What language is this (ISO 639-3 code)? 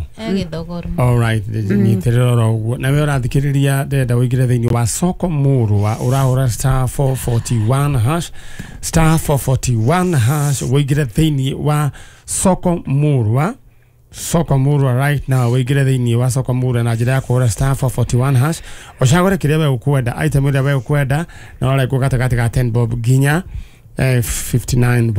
kik